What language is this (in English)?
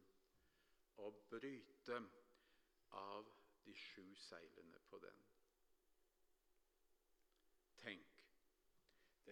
Norwegian